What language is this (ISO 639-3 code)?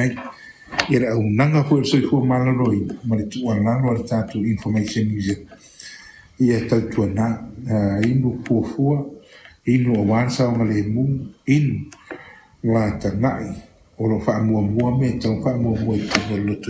smo